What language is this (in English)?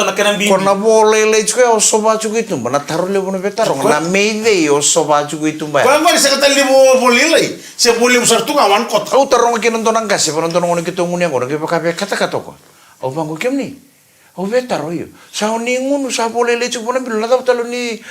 Fijian